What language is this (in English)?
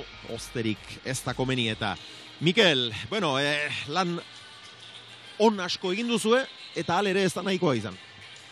Basque